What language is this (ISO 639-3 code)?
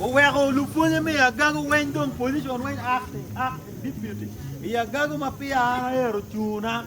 ach